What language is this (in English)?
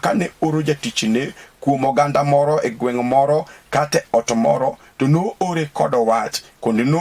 Luo (Kenya and Tanzania)